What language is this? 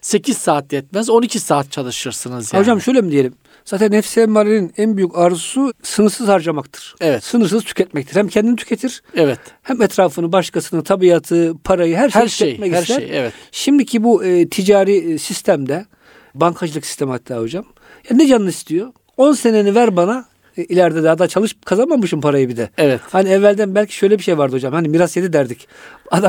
Turkish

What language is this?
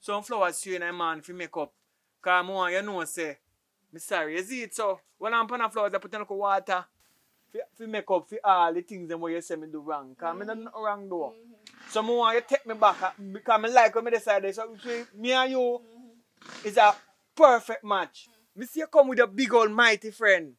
Jamaican Creole English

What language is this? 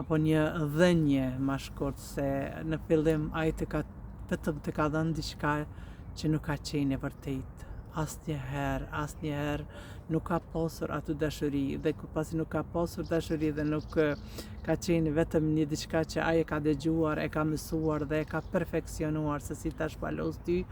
Albanian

